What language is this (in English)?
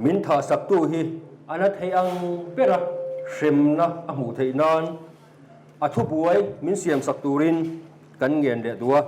Mizo